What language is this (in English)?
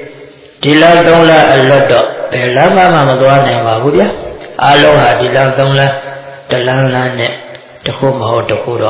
Burmese